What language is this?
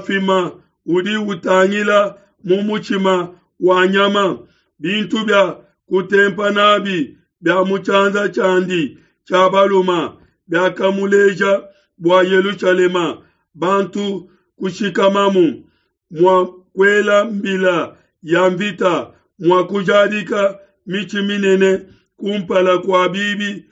Luba-Lulua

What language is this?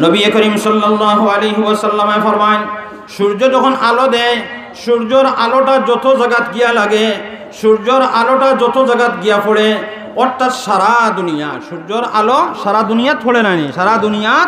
Sylheti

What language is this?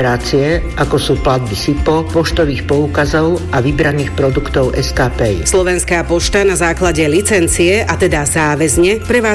Slovak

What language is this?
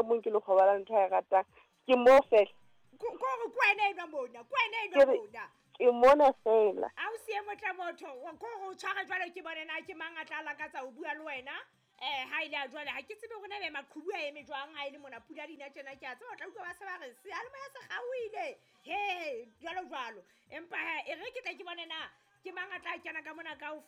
Southern Sotho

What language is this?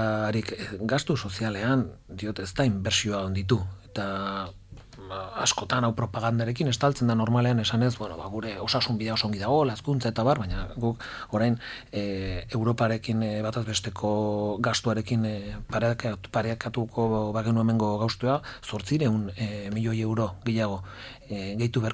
Basque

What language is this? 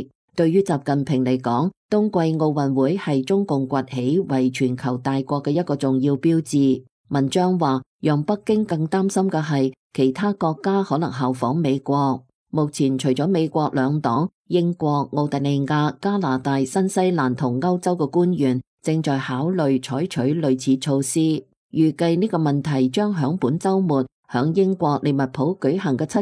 Cantonese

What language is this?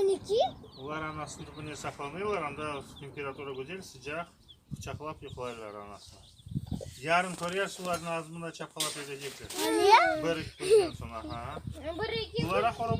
Crimean Tatar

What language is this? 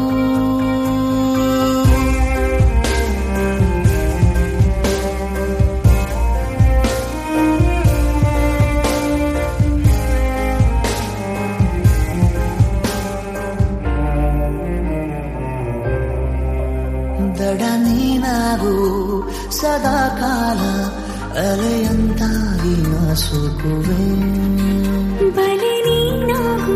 Kannada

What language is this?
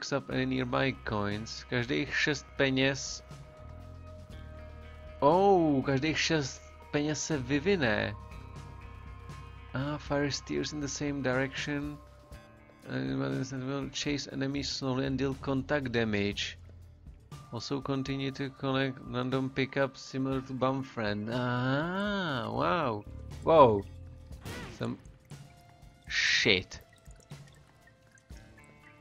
Czech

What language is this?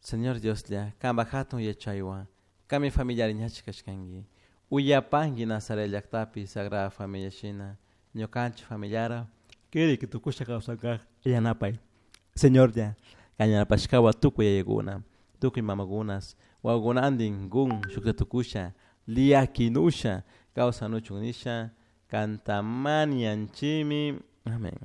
Chimborazo Highland Quichua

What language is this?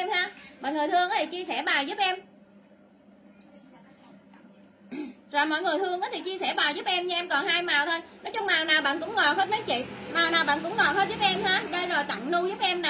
Vietnamese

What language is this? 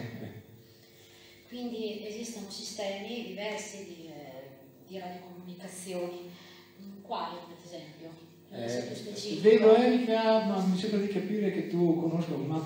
Italian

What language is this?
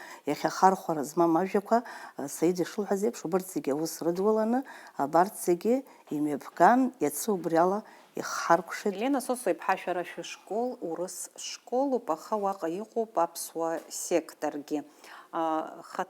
Abkhazian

